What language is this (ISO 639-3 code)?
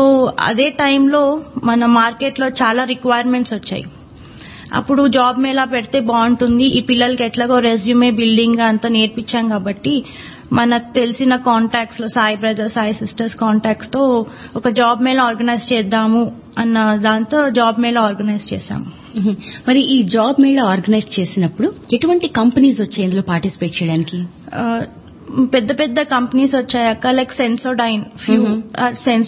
tel